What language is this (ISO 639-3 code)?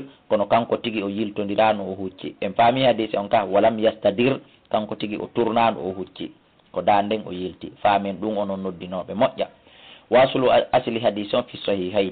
ful